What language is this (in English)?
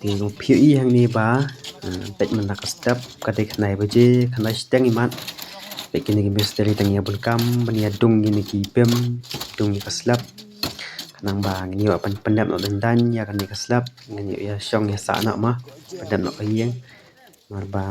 Khasi